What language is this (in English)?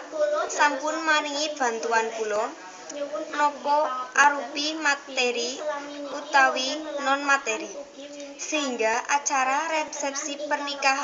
Javanese